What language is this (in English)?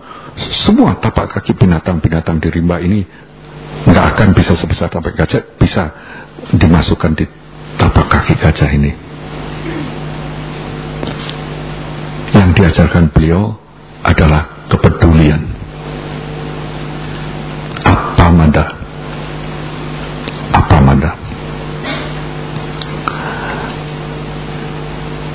Indonesian